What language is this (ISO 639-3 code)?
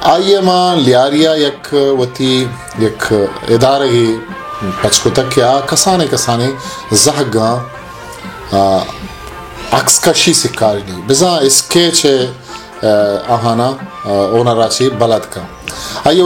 bal